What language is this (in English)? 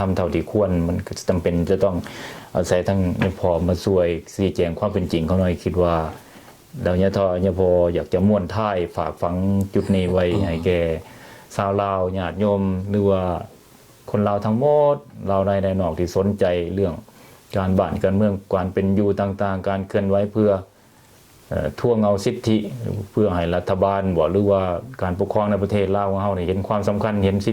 Lao